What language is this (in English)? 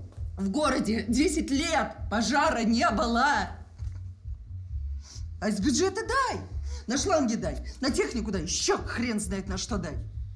Russian